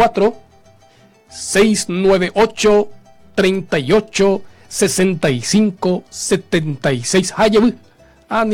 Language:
Guarani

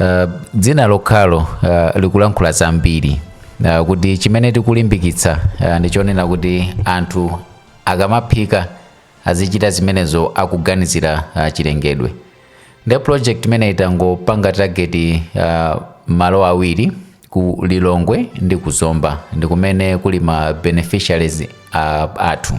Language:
Nyanja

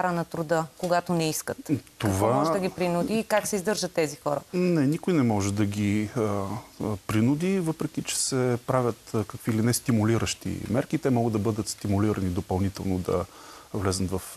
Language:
Bulgarian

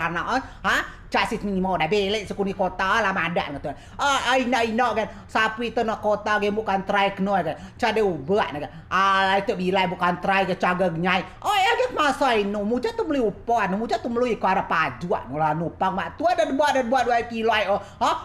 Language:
Rejang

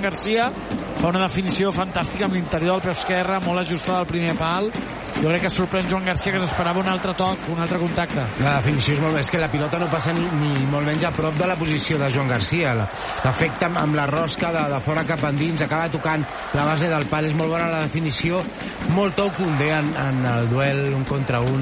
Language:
Catalan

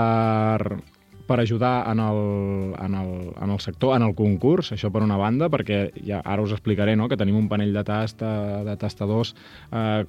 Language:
Catalan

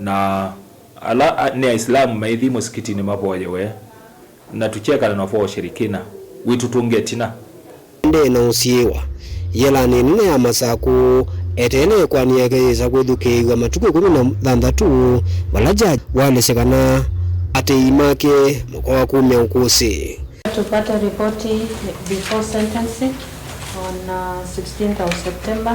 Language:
Kamba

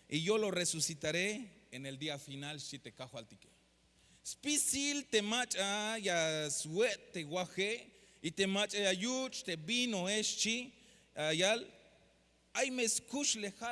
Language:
Tzeltal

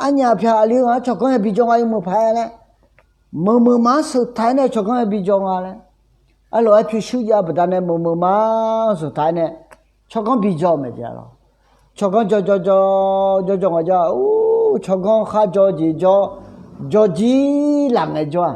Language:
Akha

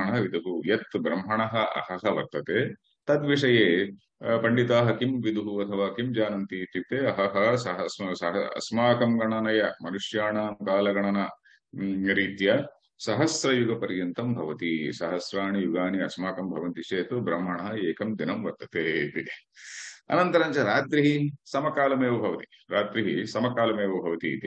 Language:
Sanskrit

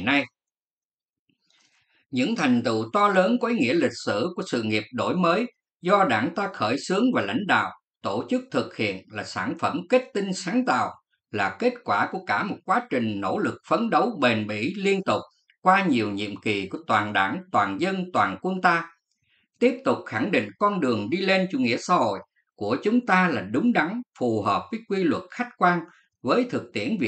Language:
Vietnamese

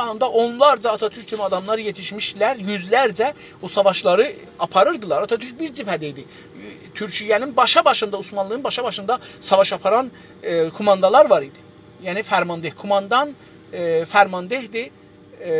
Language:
South Azerbaijani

